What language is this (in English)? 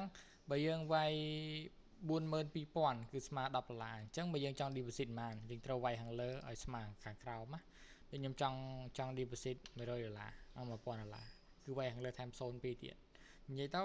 Khmer